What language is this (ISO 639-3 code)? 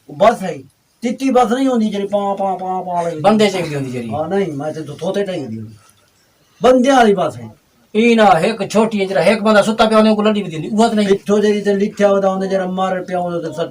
skr